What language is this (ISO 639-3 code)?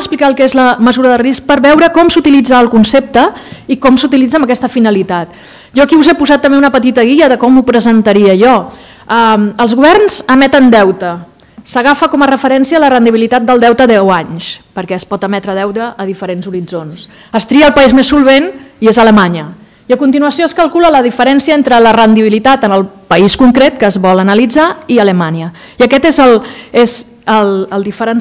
cat